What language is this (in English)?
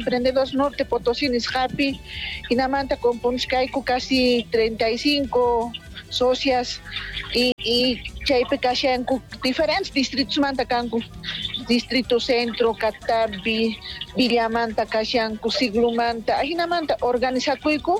Quechua